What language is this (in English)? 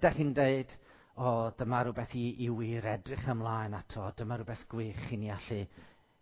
Welsh